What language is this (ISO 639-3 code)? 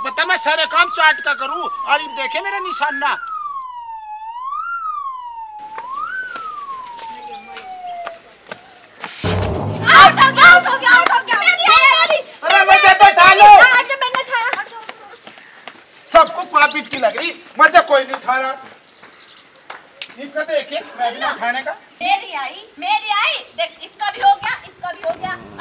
hin